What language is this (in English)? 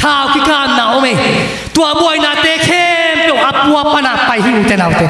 Tedim Chin